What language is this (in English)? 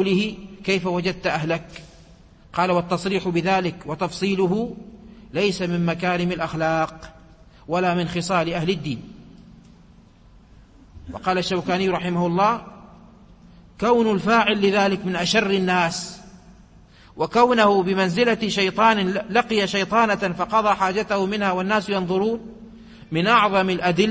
Arabic